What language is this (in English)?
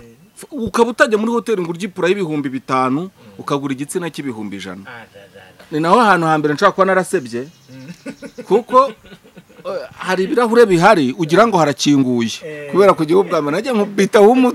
Kinyarwanda